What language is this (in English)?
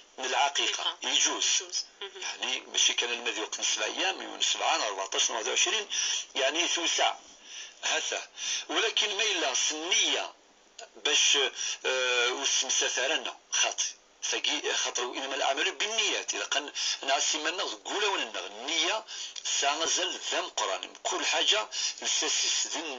Kabyle